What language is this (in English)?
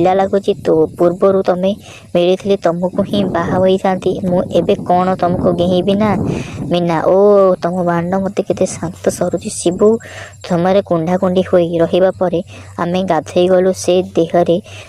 Odia